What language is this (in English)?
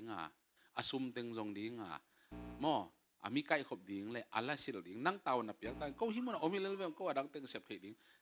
Tedim Chin